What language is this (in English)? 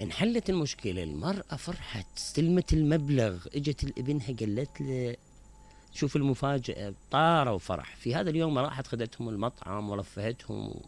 Mesopotamian Arabic